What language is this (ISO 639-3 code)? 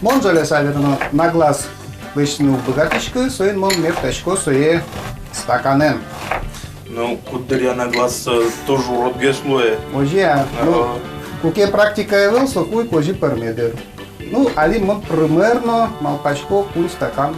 udm